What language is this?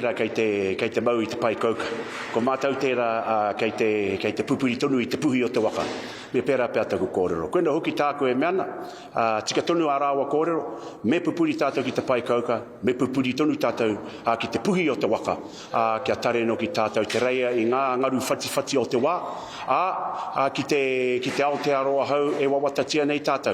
Māori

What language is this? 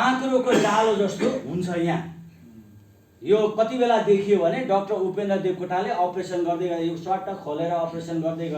Nepali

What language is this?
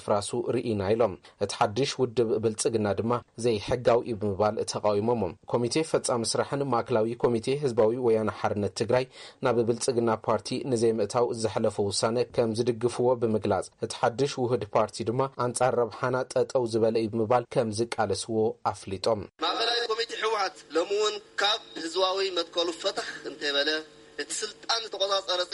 Tigrinya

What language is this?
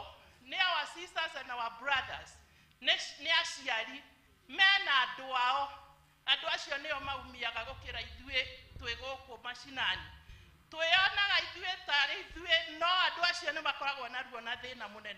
Kikuyu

